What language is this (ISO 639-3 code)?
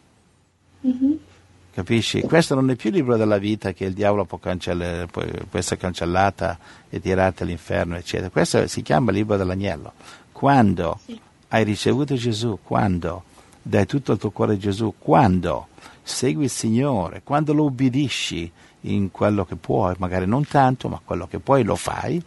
ita